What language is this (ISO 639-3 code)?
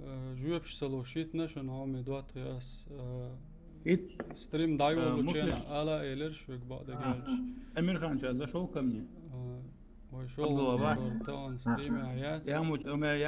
che